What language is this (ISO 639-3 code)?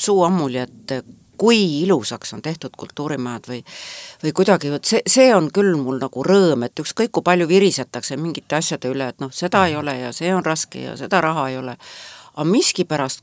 est